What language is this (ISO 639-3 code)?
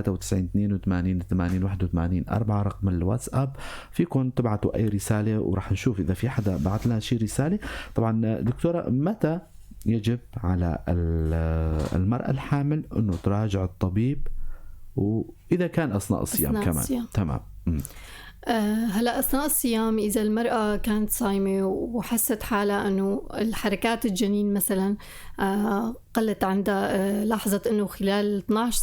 apc